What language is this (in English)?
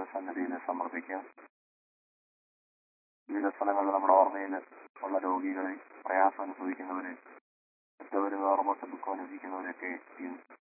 Malayalam